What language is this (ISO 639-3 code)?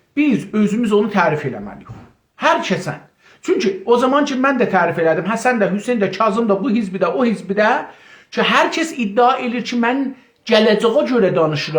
azb